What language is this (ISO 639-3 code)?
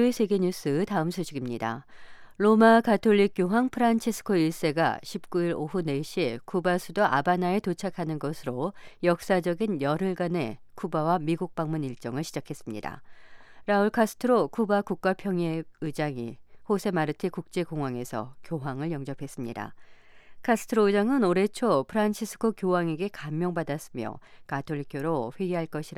kor